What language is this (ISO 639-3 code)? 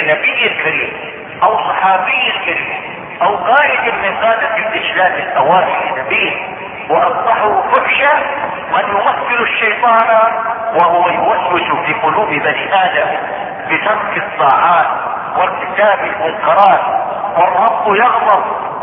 ara